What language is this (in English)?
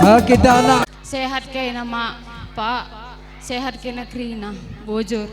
Batak Karo